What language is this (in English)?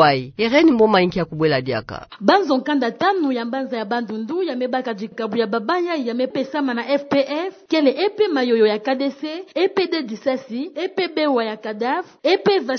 Kituba (Democratic Republic of Congo)